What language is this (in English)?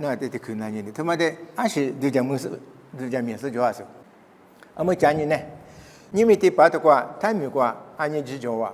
Lisu